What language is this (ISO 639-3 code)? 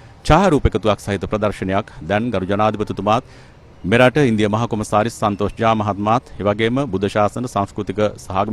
sin